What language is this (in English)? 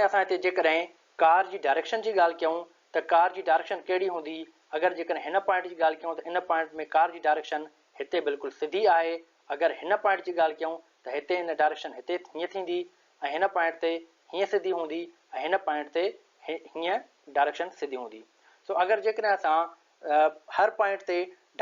Sindhi